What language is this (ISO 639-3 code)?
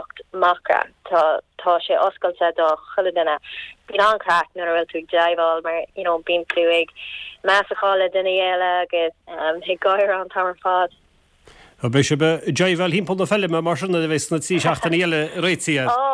gle